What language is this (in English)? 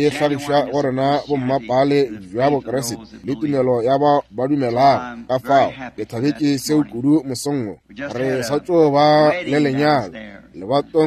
Northern Sotho